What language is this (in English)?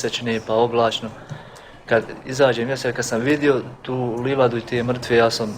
Bosnian